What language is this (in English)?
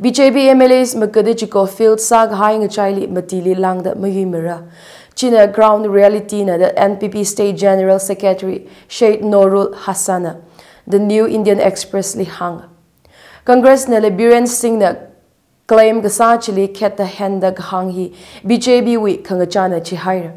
Tangkhul Naga (India)